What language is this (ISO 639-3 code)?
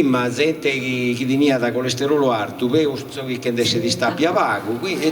srd